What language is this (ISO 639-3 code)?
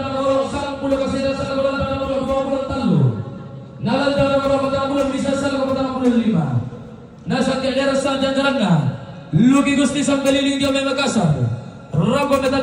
sda